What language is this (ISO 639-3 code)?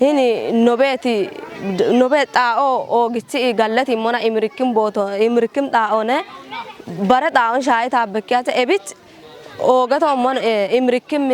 kbr